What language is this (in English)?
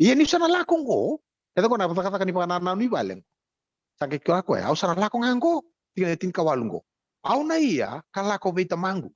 Fijian